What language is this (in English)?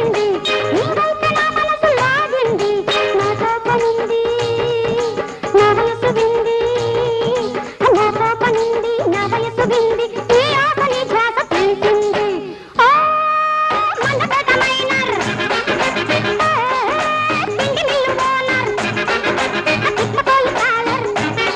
Telugu